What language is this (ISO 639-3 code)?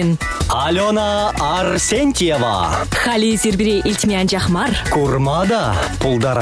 chv